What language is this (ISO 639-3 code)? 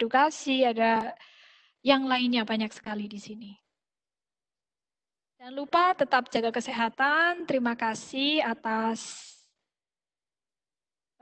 ind